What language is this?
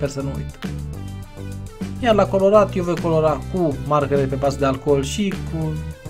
Romanian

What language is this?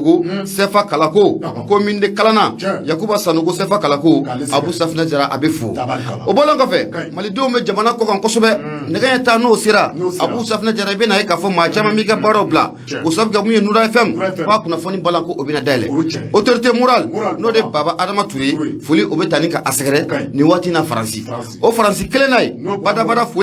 Bambara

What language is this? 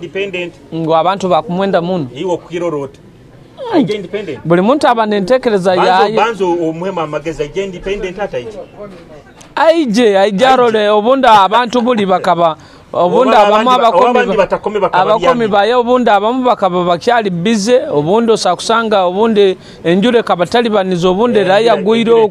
Nyoro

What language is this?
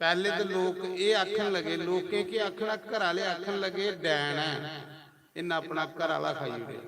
Dogri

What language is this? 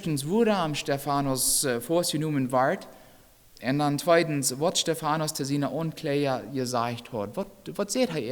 Plautdietsch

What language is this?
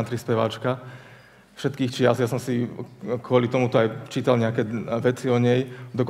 Slovak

